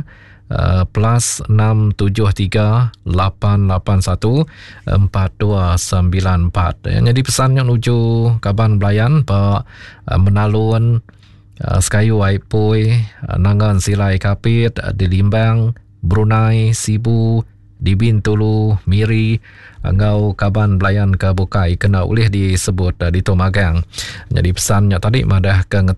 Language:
Iban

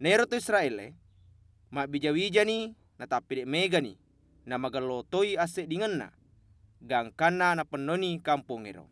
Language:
Buginese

